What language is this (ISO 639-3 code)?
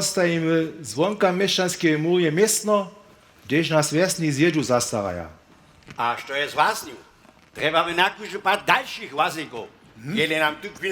hsb